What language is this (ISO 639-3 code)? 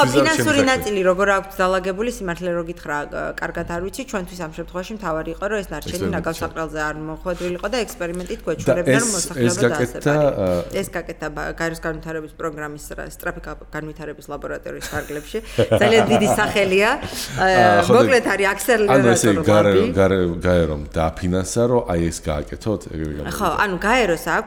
kat